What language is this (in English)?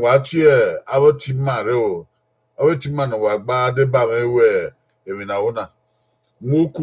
Bini